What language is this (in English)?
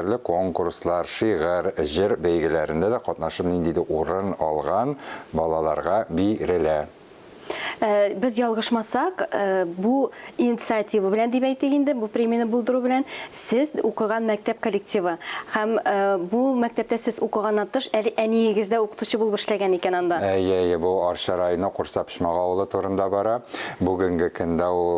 Tatar